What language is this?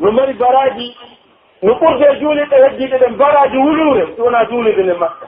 Pular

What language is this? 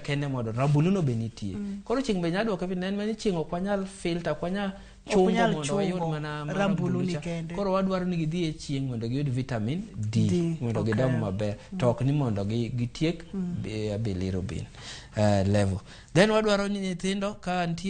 Luo (Kenya and Tanzania)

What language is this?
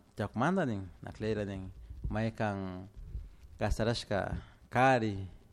Chimborazo Highland Quichua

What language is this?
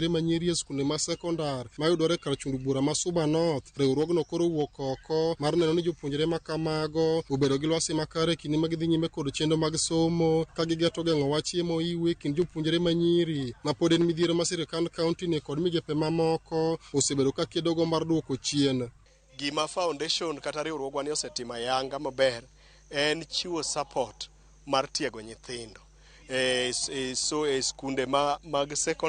Luo (Kenya and Tanzania)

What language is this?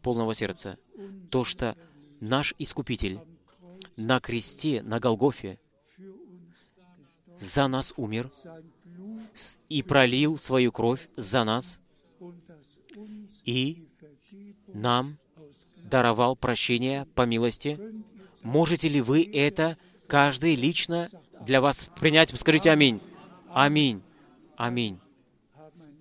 Russian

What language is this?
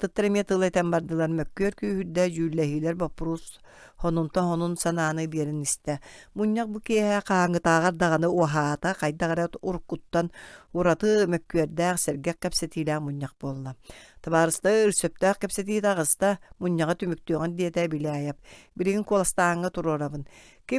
Yakut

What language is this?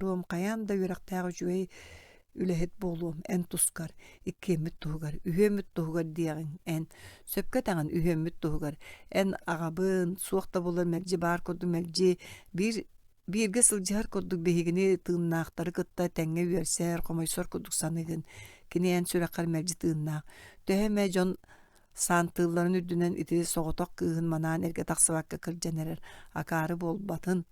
Yakut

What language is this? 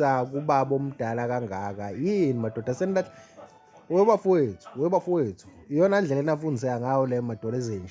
Zulu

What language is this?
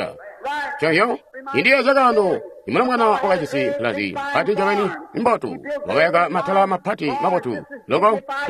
Tonga (Zambia)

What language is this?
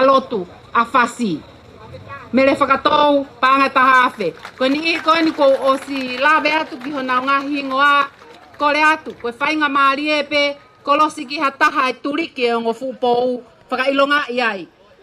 Tongan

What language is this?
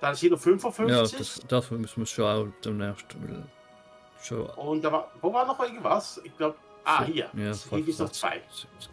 Swiss German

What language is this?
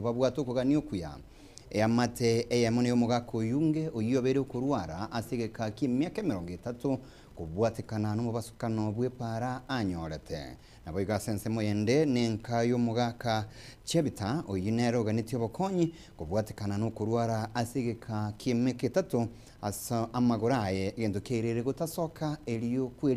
Gusii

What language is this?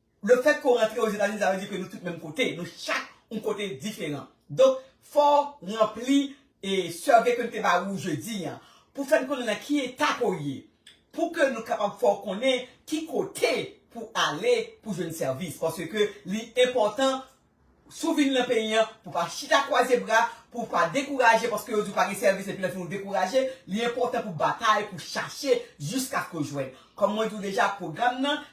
Haitian Creole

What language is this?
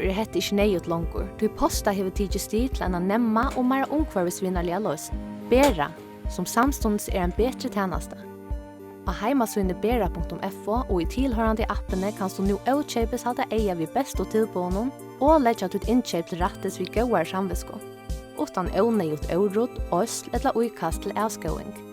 Faroese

